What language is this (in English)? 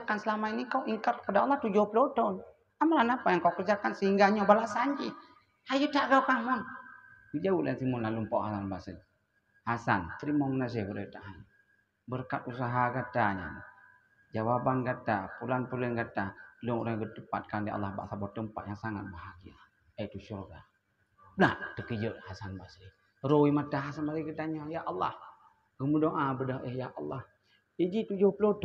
Achinese